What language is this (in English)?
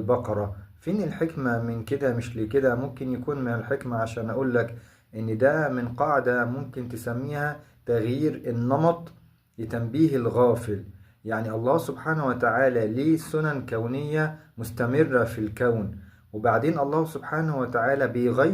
Egyptian Arabic